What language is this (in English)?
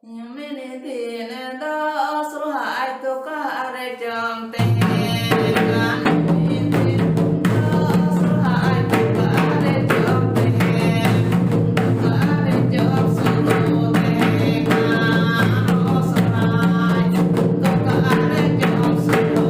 Santali